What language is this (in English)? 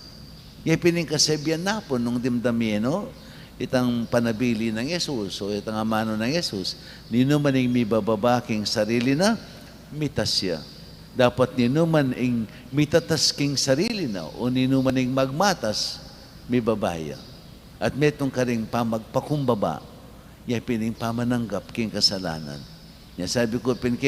Pampanga